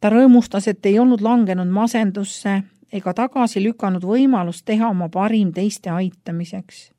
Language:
Estonian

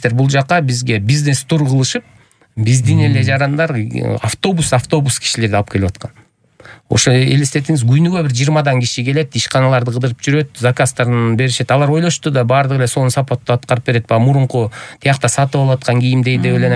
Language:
Kyrgyz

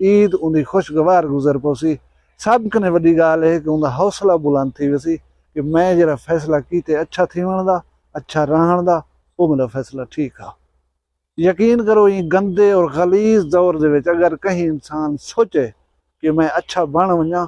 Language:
Saraiki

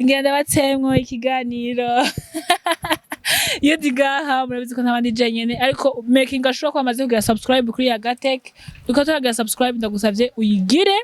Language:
Rundi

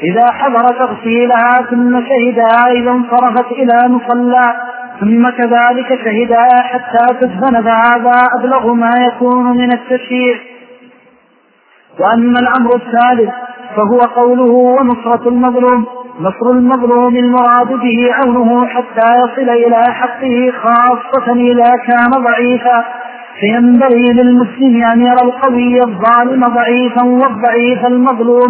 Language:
Arabic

